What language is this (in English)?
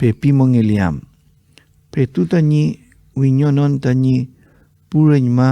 Mapuche